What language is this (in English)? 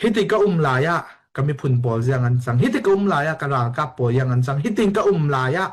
Falam Chin